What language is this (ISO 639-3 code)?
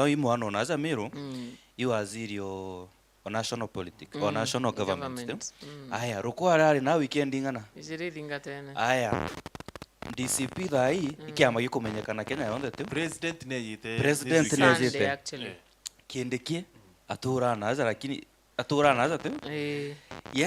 mer